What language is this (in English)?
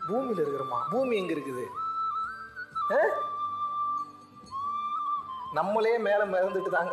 Tamil